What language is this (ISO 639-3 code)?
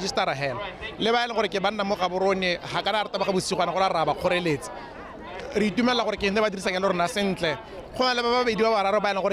tsn